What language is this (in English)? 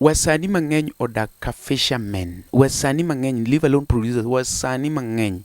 Luo (Kenya and Tanzania)